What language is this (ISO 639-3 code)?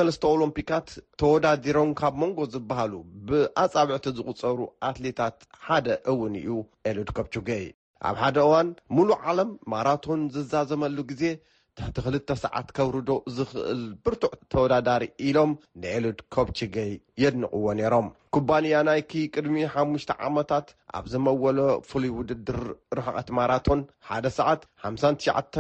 tir